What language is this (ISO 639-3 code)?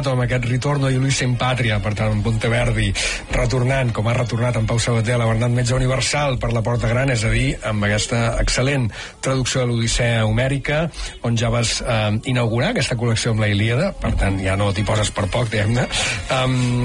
cat